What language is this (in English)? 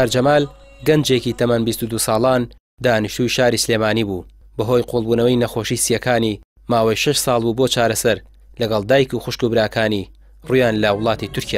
Central Kurdish